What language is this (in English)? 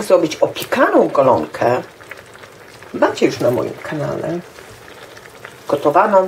Polish